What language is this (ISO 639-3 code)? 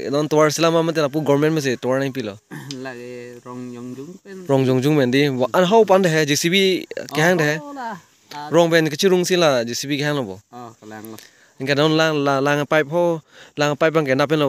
mjw